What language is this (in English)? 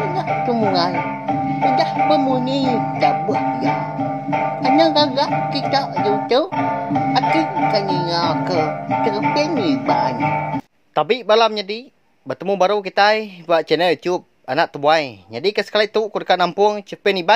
Iban